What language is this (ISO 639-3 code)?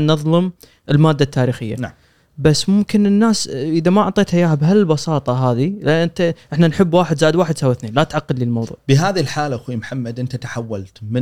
afb